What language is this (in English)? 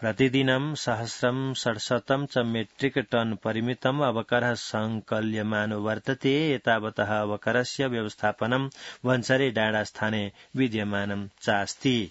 Sanskrit